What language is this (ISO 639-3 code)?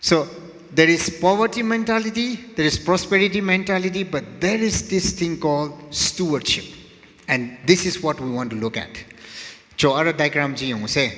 nmf